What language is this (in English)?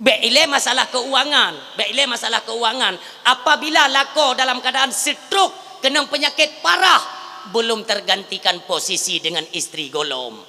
Achinese